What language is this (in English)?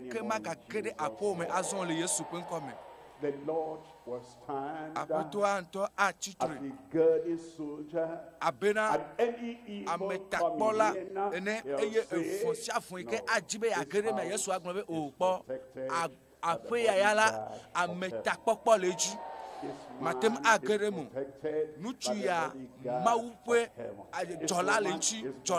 Ewe